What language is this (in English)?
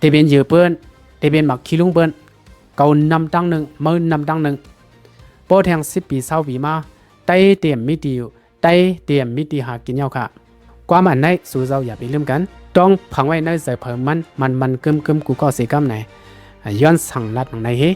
Shan